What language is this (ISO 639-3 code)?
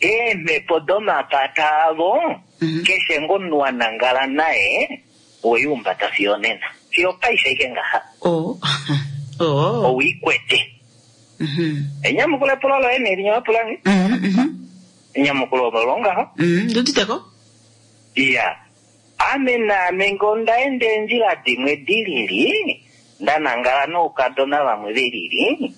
kua